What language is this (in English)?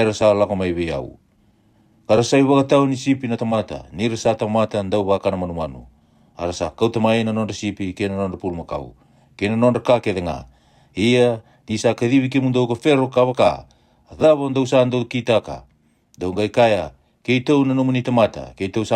Fijian